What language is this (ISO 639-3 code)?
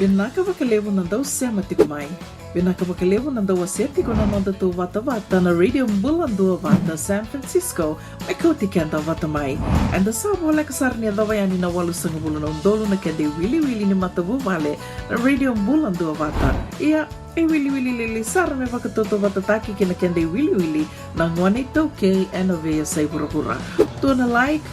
fij